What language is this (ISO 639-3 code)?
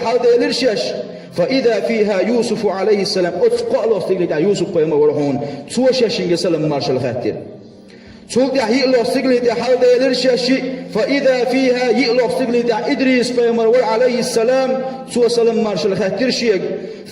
che